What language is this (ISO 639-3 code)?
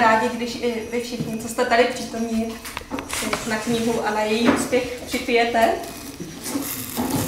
ces